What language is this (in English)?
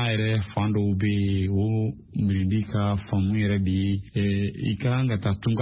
Bambara